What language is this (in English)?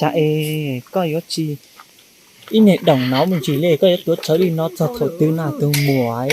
Hmong